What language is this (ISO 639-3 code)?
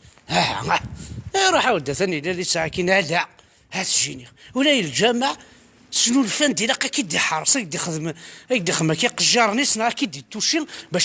kab